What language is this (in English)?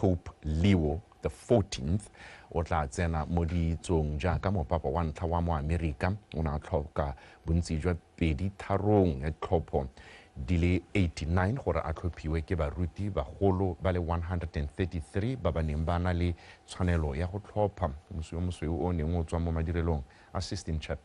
Tswana